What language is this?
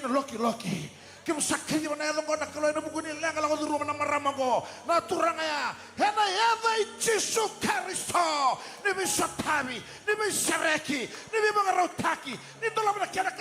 Fijian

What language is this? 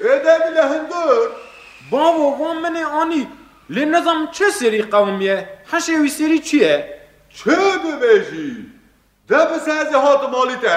Kurdish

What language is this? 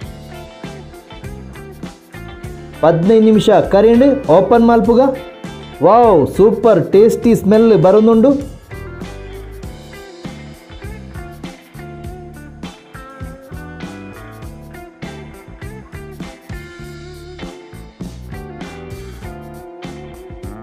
Tulu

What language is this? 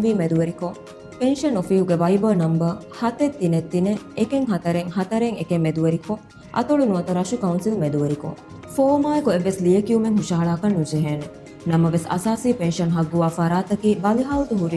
Divehi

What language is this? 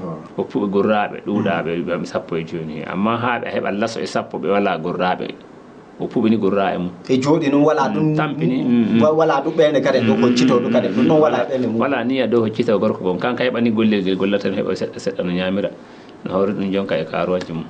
Fula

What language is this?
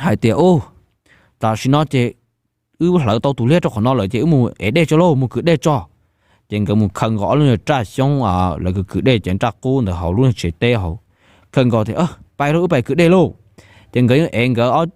Hmong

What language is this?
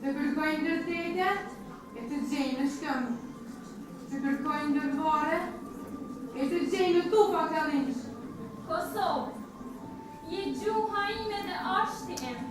Albanian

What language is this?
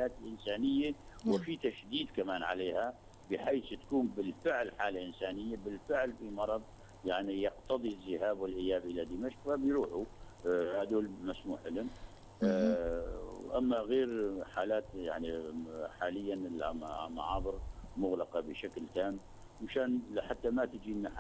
North Levantine Arabic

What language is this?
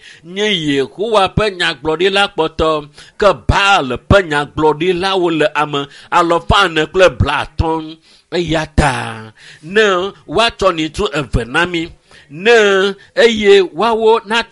Ewe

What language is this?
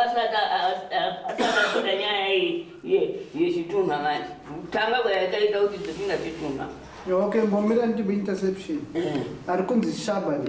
Shona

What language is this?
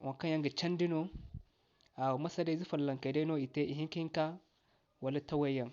Zarma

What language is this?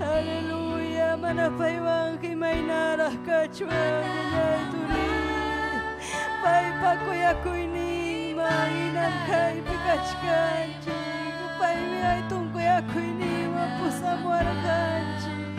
Ayacucho Quechua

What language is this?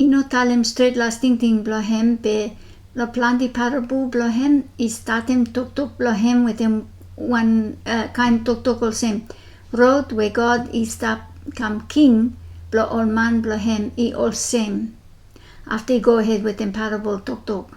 Bislama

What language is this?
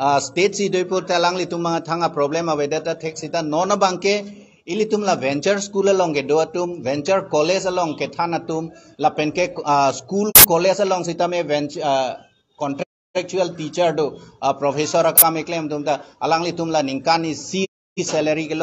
Karbi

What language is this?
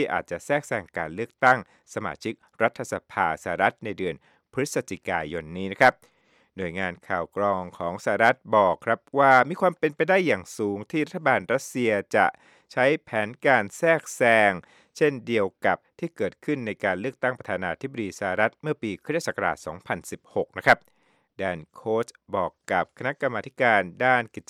Thai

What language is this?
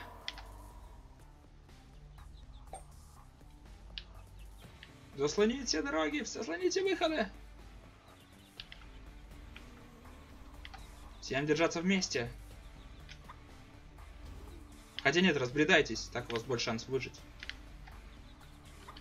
Russian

